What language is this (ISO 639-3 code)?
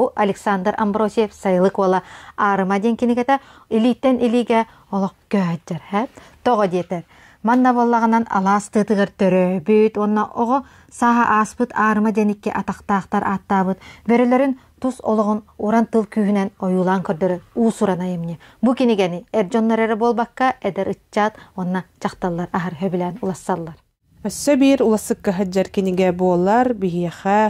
sah